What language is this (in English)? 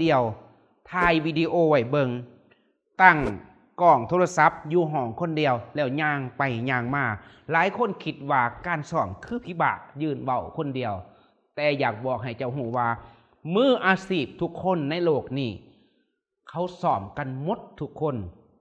Lao